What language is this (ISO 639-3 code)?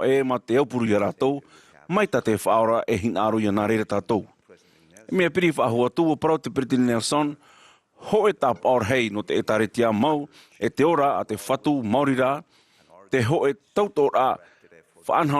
tah